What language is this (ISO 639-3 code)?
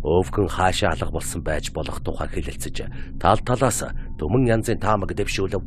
mon